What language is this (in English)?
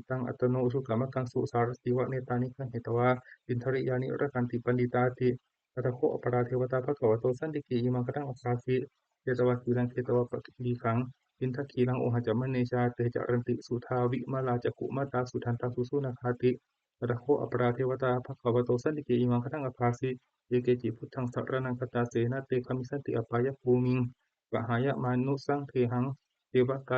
Pali